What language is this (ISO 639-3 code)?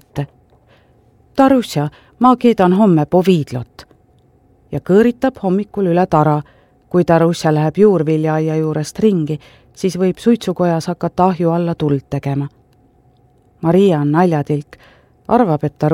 est